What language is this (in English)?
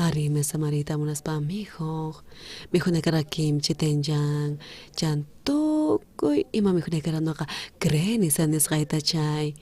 South Bolivian Quechua